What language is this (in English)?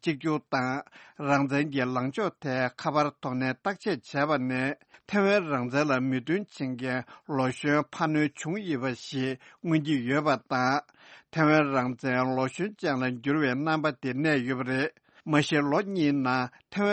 Tibetan